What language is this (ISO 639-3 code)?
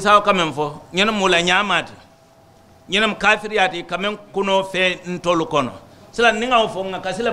man